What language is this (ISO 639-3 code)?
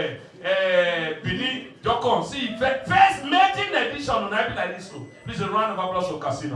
pcm